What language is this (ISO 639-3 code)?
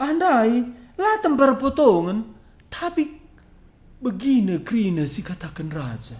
btx